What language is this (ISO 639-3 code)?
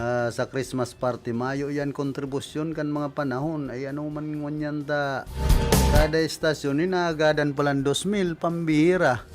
bik